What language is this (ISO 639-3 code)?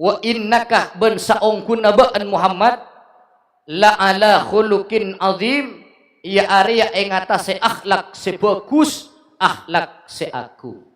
mad